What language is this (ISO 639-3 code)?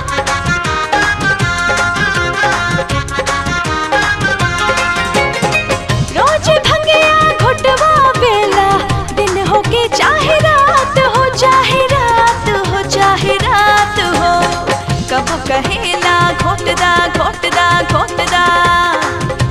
bho